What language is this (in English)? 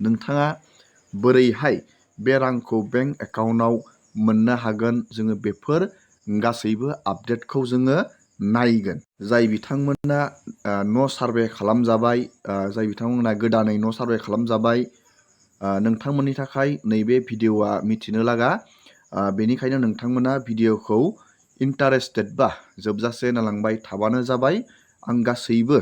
Bodo